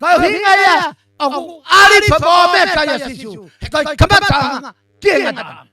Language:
Tongan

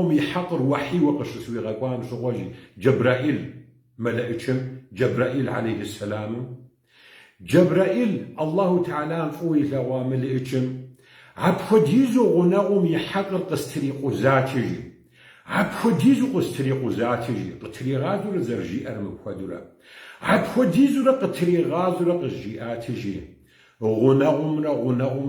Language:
Kabardian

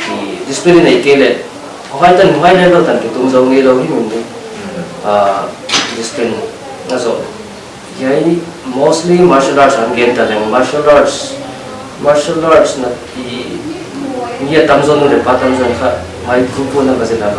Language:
Paite Chin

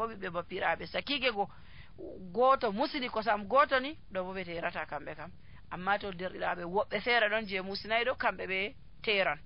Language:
Nigerian Fulfulde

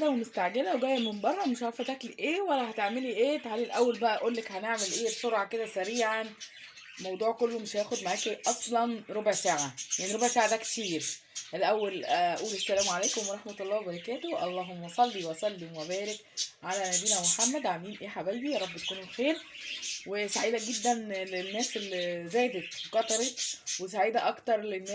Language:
Egyptian Arabic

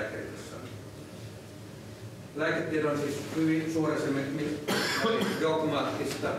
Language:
Finnish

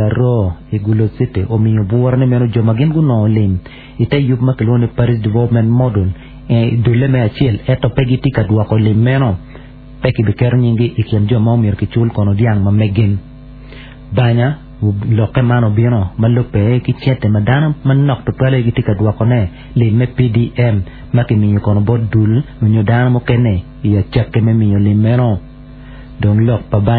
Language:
Acoli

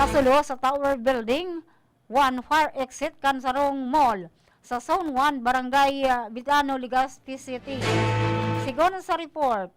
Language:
Bikol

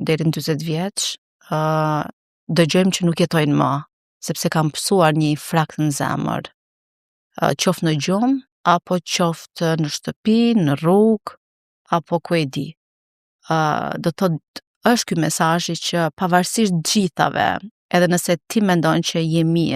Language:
Albanian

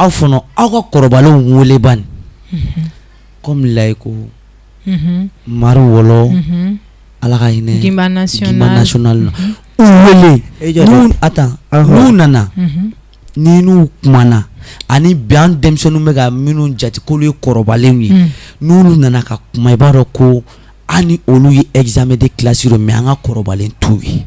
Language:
Bambara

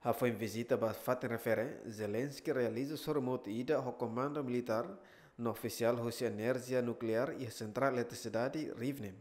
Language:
Tetum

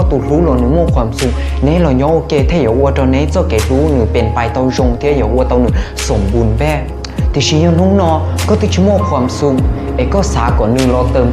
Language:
Hmong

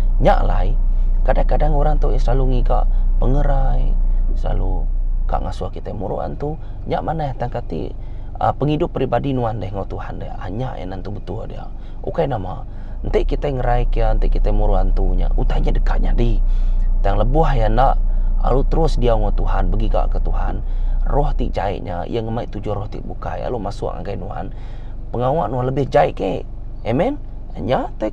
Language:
Iban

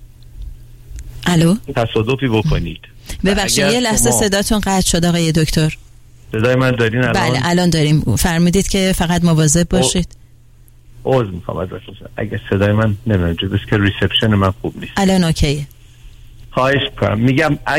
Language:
Persian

